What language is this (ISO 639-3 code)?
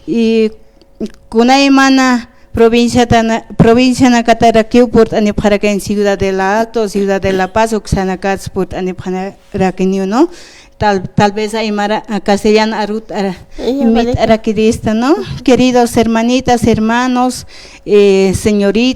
aym